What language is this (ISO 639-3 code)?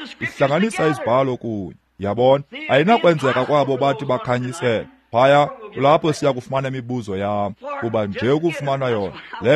xho